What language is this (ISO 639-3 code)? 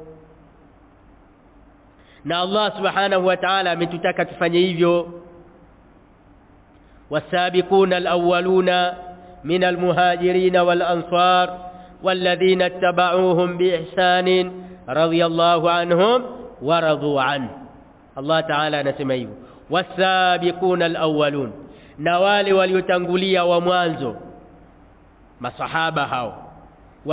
swa